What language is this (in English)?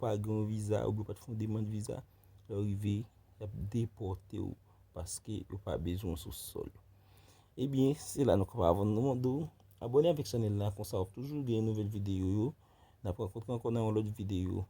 Haitian Creole